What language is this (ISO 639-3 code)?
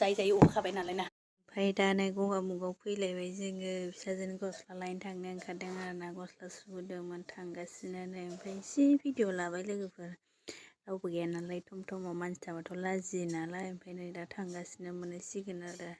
brx